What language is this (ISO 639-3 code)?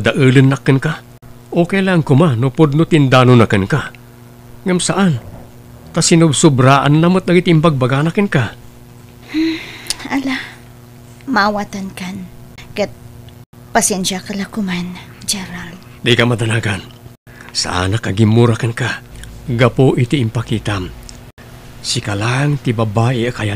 ilo